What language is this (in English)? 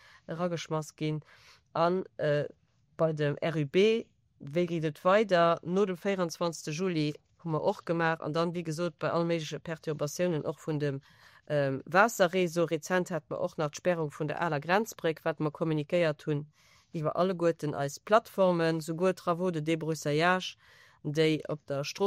Luxembourgish